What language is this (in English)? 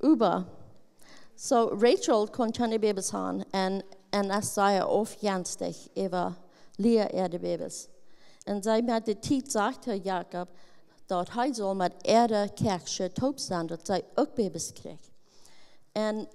Plautdietsch